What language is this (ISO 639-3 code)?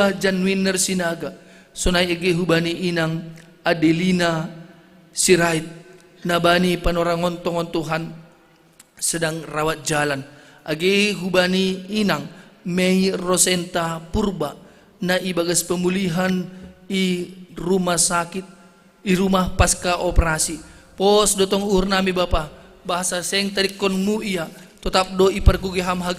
bts